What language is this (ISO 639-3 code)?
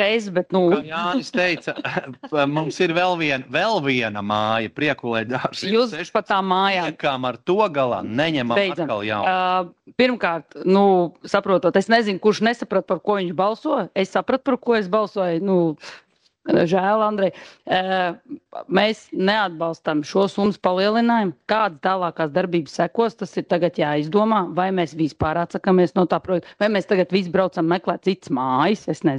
lav